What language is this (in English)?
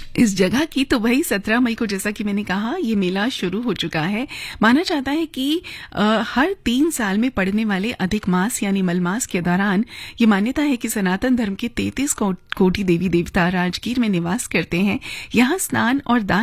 Hindi